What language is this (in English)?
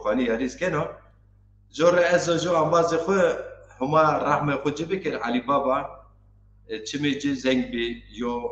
Zaza